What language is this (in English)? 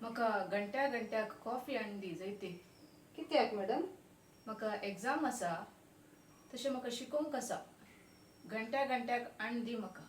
Konkani